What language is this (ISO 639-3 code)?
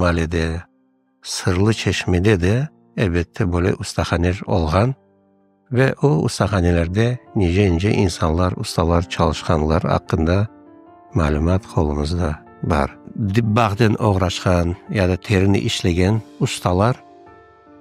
crh